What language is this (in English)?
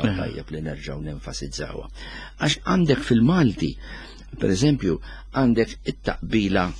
Maltese